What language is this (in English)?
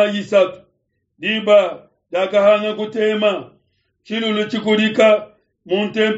Luba-Lulua